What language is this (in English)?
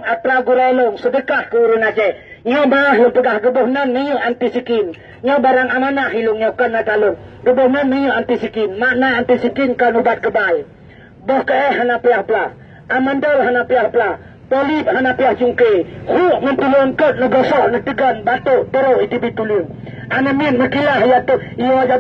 Achinese